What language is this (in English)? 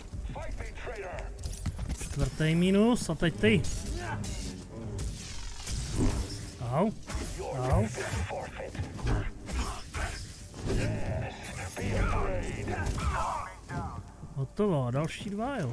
Czech